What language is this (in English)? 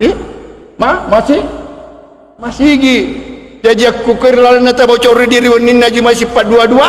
Buginese